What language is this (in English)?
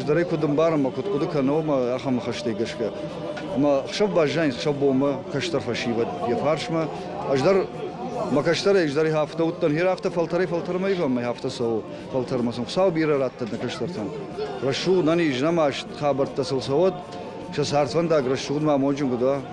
Ossetic